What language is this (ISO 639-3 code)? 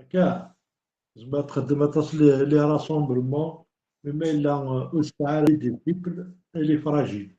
kab